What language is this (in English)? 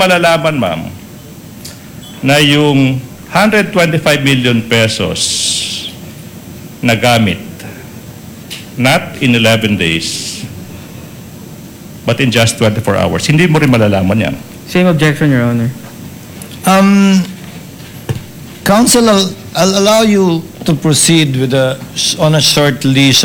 Filipino